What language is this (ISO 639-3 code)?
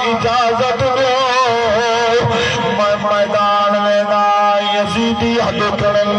skr